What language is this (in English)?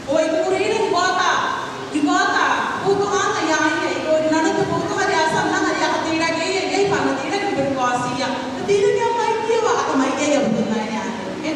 Gilbertese